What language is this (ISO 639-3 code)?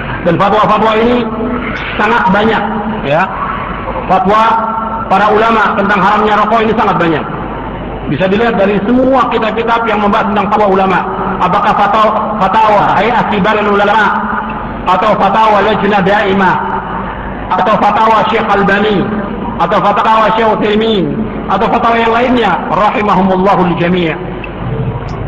ind